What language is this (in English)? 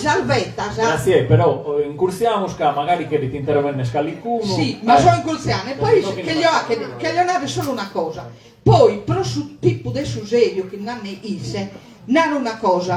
Sardinian